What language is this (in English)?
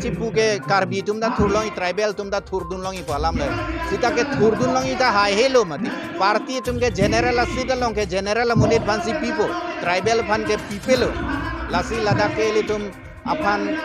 Karbi